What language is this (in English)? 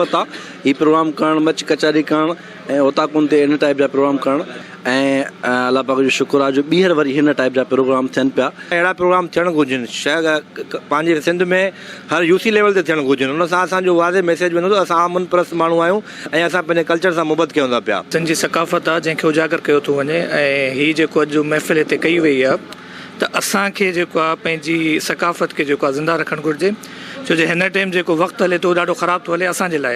Sindhi